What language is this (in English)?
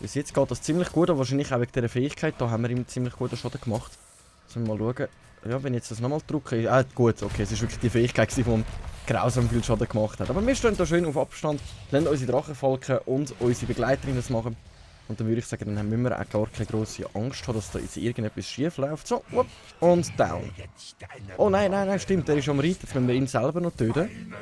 Swiss German